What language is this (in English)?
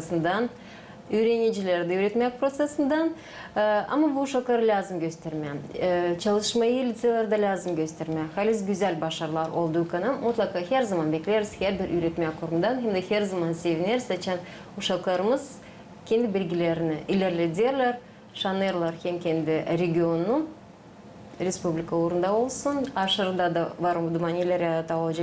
Gagauz